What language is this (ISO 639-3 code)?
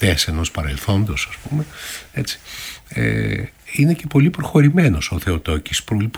ell